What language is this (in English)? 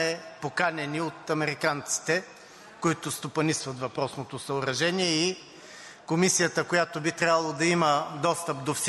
Bulgarian